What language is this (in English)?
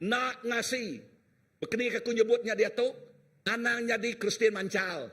Iban